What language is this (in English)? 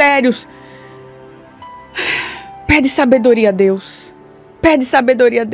Portuguese